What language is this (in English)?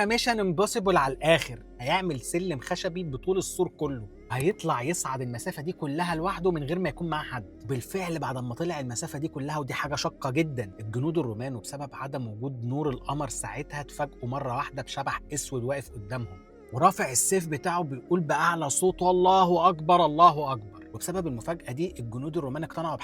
Egyptian Arabic